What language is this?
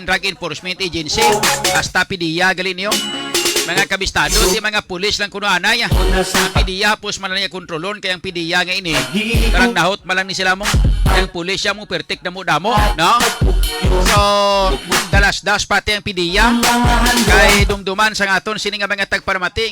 Hiligaynon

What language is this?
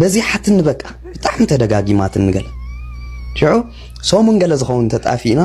Tigrinya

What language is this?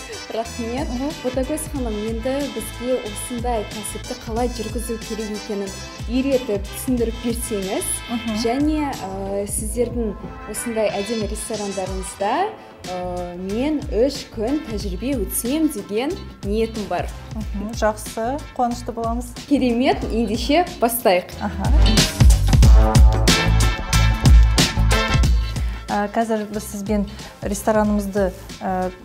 Kazakh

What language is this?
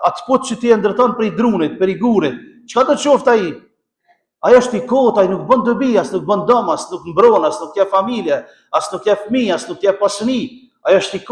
Albanian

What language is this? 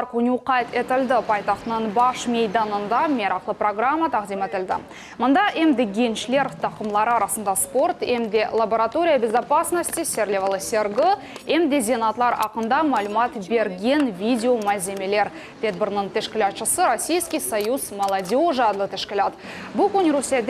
Crimean Tatar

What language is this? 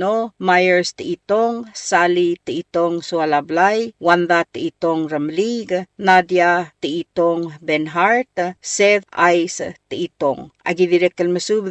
Palauan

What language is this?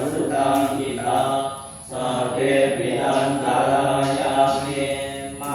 Pali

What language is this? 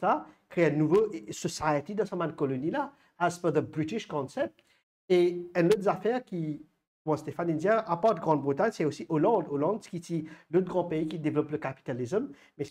Morisyen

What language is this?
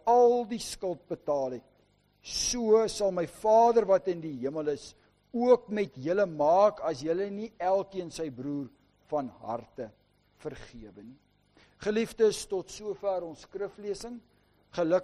Afrikaans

